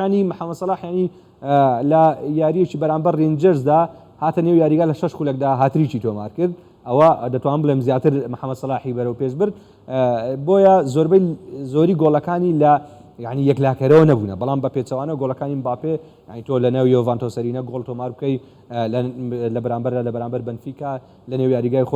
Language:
Central Kurdish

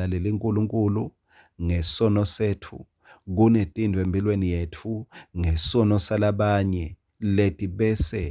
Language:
Swati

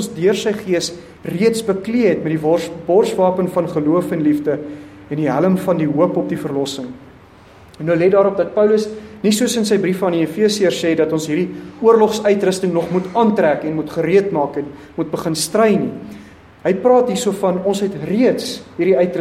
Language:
Afrikaans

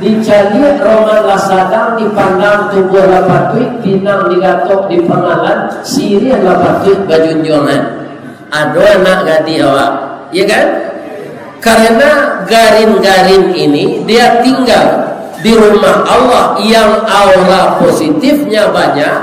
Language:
Minangkabau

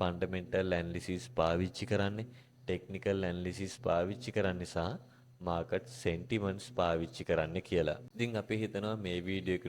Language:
Sinhala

